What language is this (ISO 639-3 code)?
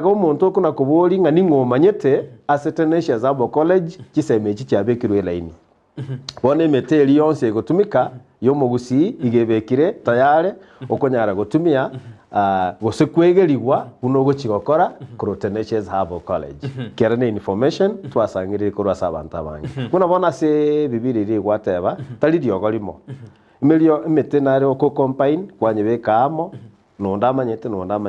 guz